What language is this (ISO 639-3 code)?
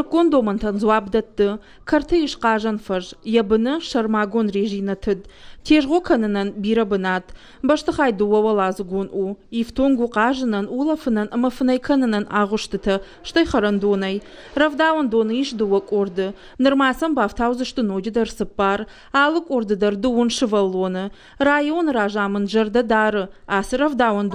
oss